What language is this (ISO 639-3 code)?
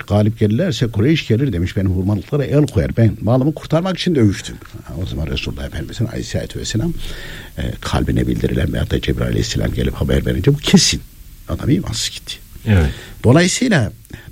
tur